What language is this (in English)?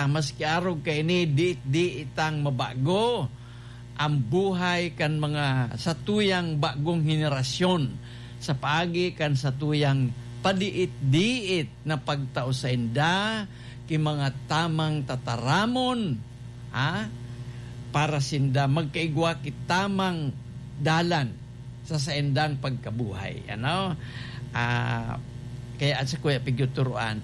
Bikol